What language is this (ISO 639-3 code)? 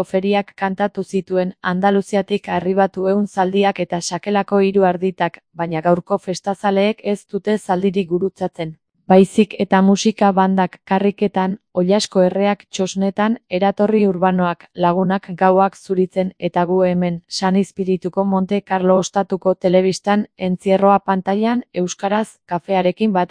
eus